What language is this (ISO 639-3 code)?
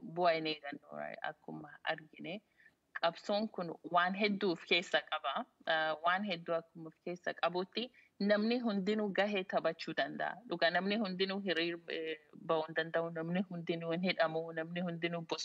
orm